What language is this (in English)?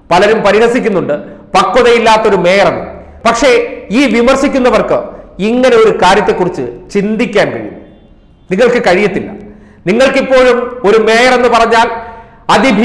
Malayalam